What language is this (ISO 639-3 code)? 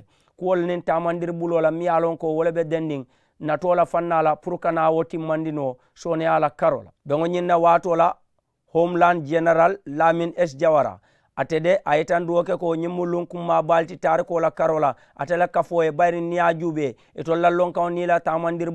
man